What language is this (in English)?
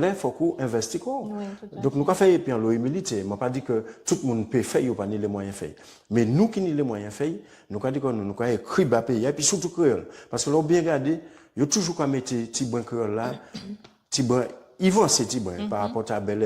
Guadeloupean Creole French